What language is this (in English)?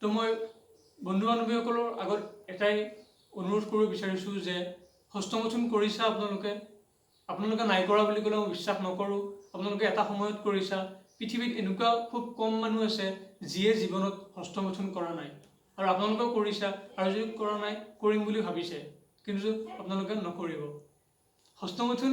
Assamese